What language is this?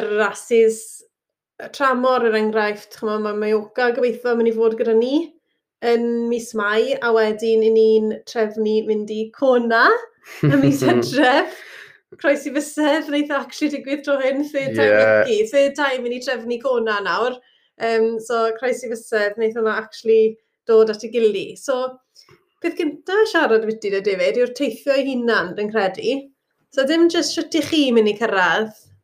Welsh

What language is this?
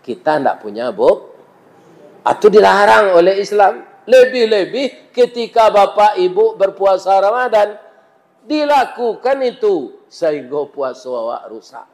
Minangkabau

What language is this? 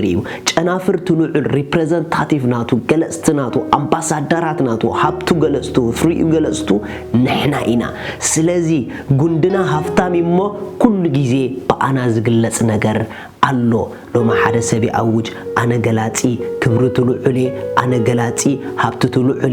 Tigrinya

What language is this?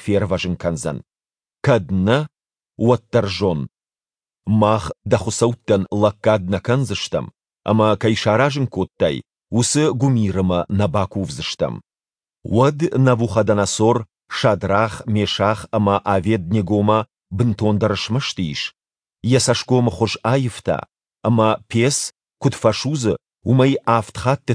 Ossetic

